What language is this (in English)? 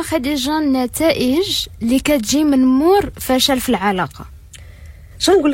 Moroccan Arabic